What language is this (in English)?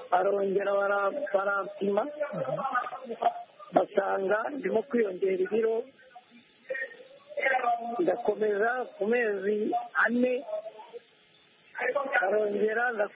Kinyarwanda